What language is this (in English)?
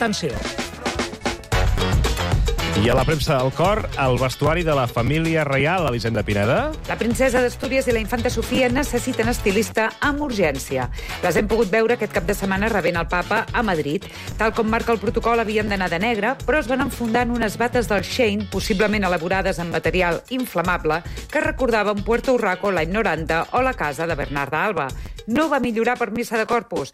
Catalan